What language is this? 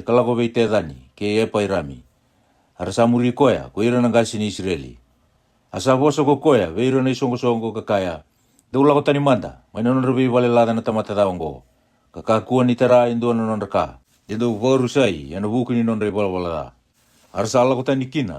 Fijian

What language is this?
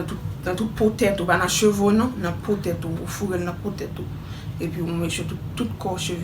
Haitian Creole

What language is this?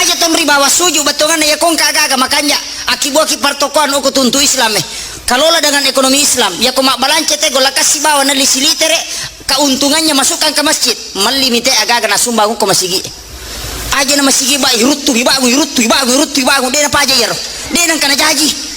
Buginese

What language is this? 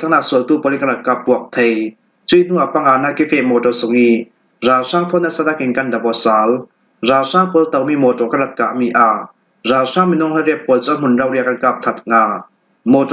Falam Chin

